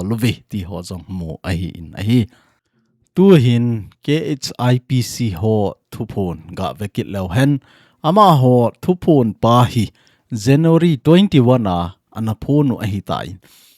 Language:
Thado Chin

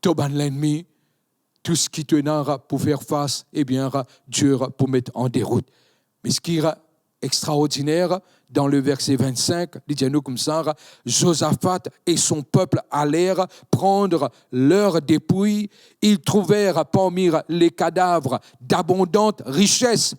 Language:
Morisyen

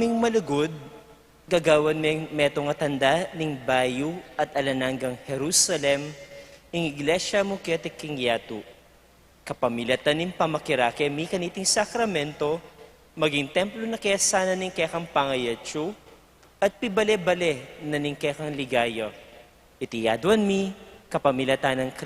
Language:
Pampanga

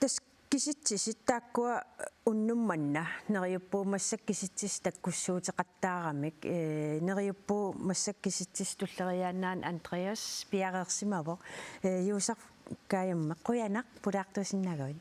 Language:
Kalaallisut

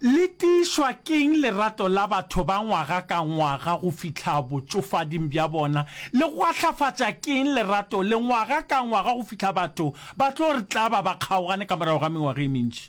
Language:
Northern Sotho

